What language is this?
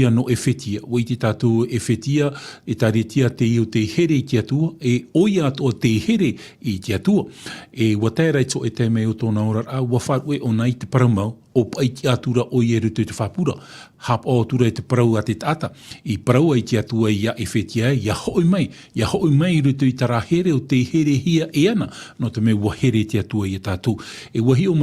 Tahitian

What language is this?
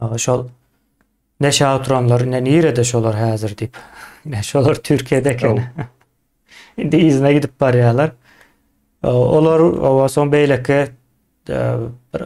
Turkmen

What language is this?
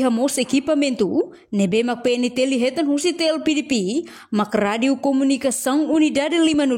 Tetum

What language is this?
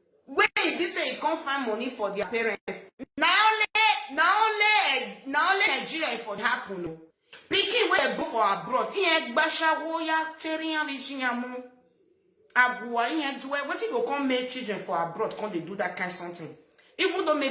Nigerian Pidgin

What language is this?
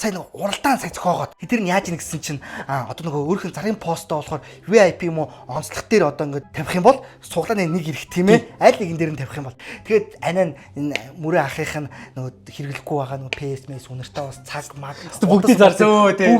Mongolian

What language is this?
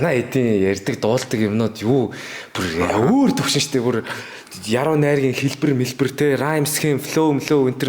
Mongolian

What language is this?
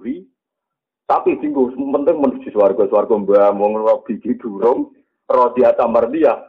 Javanese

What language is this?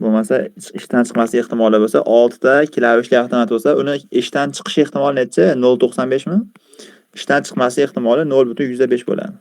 Uzbek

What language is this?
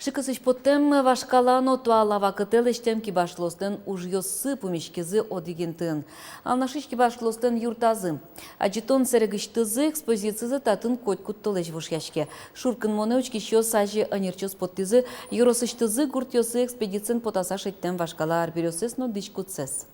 Udmurt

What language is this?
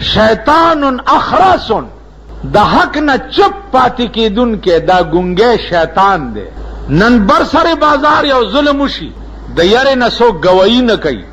Pashto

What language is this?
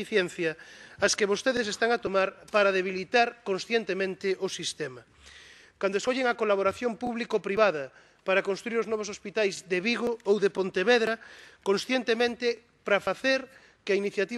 Galician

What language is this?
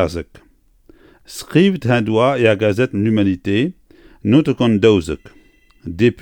Breton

